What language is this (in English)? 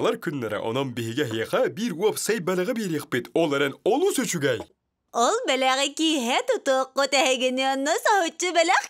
Yakut